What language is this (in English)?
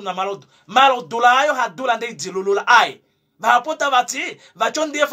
Kuanyama